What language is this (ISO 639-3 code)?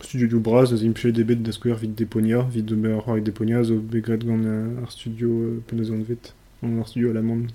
bre